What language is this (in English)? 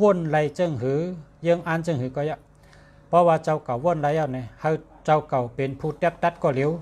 Shan